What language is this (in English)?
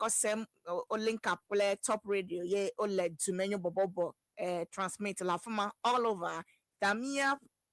Ewe